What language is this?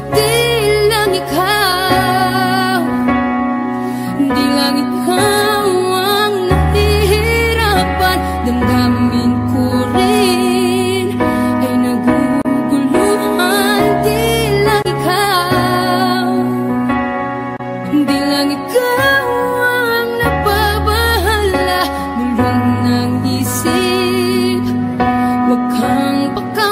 Filipino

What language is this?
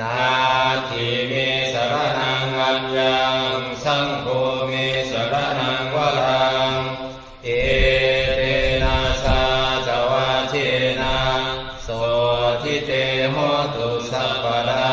Pali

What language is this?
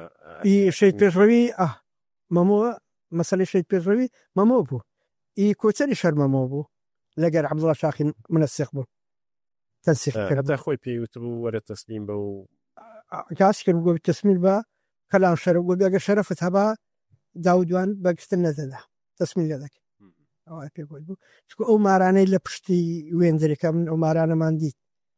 Central Kurdish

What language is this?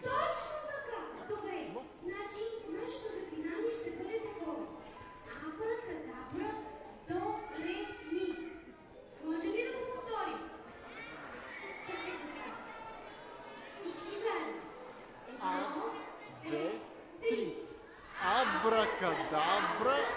Bulgarian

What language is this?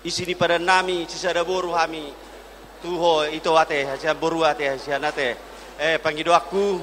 Batak Toba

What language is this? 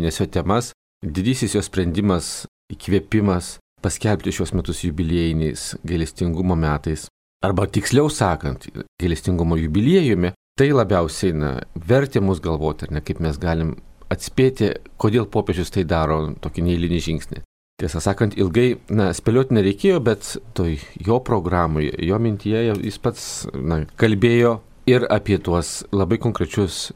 Lithuanian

